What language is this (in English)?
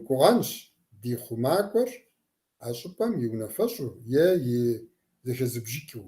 Kabardian